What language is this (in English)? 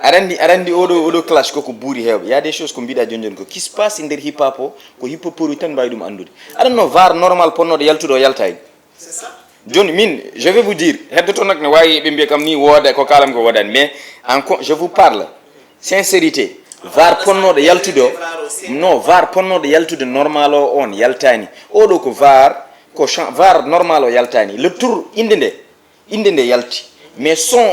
Fula